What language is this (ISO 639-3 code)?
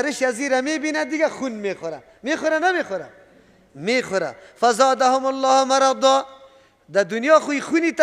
fas